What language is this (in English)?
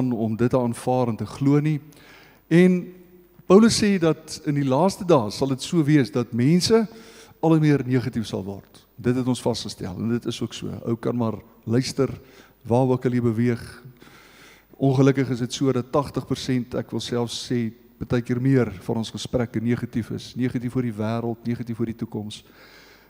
Afrikaans